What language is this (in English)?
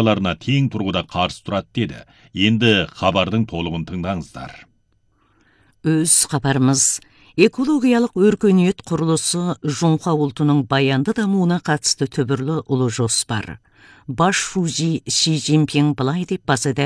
Kazakh